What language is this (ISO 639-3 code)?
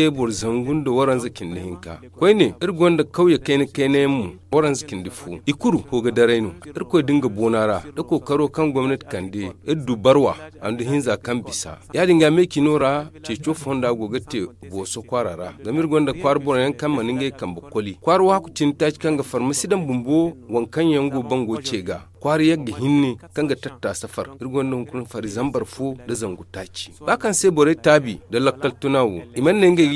dje